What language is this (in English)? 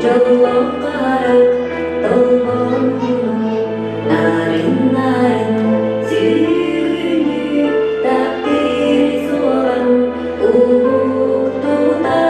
Yakut